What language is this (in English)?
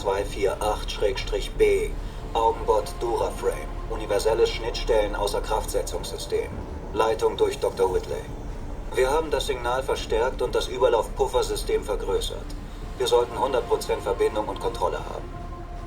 Bavarian